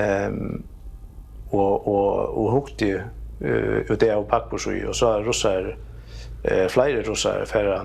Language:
Faroese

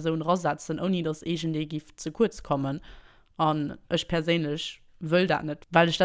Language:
Luxembourgish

